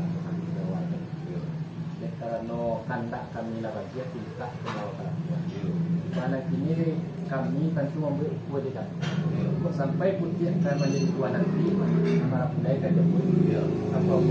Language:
Minangkabau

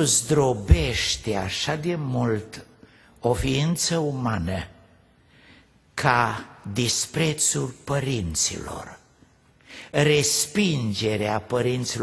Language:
Romanian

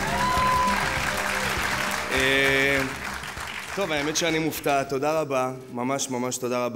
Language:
Hebrew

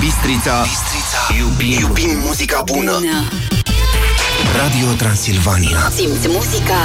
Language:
Romanian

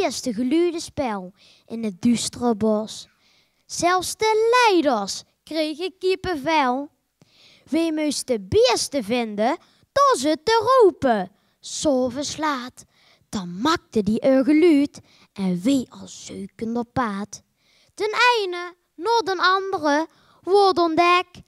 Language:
Limburgish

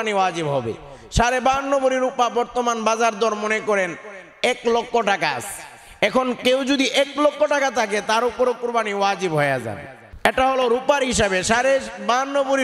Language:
Bangla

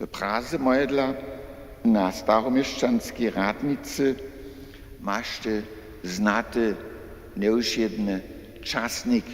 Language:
Upper Sorbian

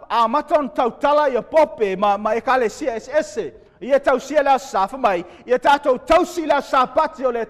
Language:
Samoan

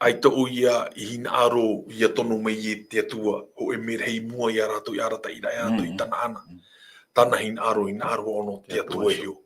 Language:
Tahitian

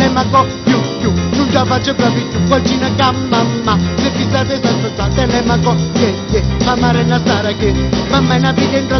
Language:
Neapolitan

